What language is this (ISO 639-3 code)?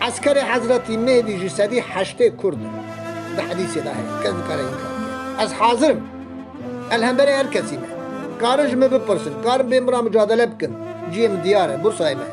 kur